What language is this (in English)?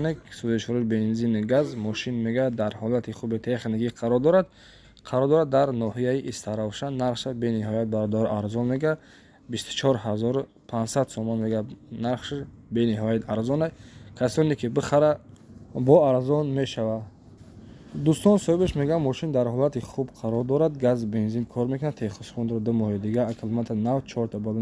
Tajik